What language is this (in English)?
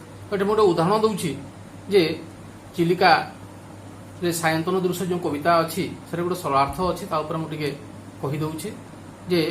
Odia